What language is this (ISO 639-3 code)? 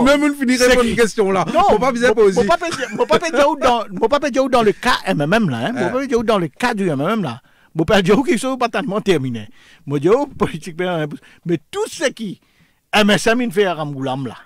fra